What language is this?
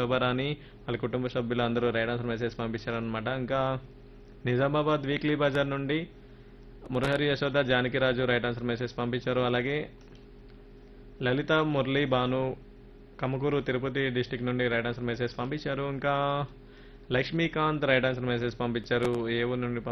Telugu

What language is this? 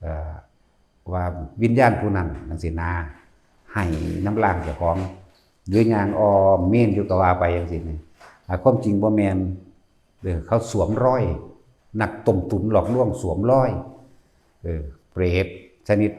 Lao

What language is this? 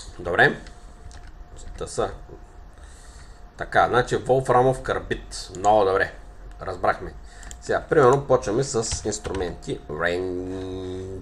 Bulgarian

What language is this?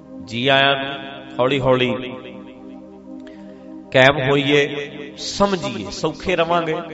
Punjabi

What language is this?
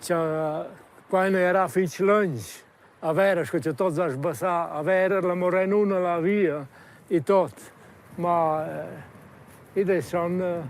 Romansh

